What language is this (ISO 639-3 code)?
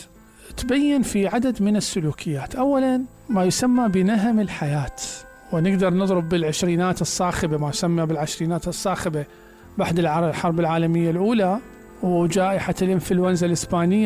acm